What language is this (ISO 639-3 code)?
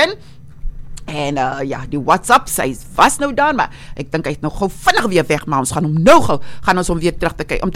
afr